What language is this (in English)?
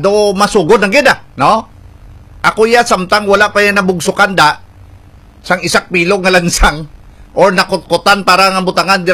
Hiligaynon